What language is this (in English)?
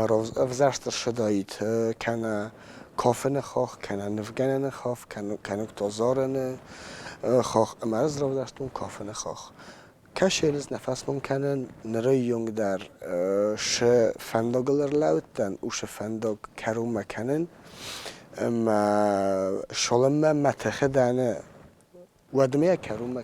Ossetic